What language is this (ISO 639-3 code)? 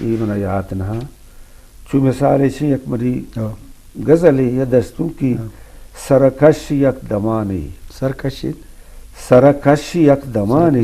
bgp